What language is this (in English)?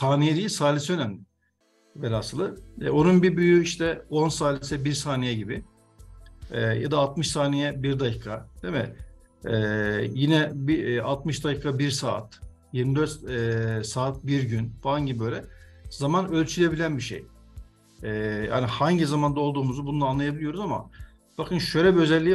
Turkish